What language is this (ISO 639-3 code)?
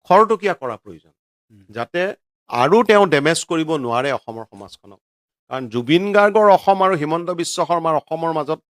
asm